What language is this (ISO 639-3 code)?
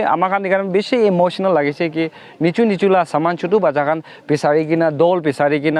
nag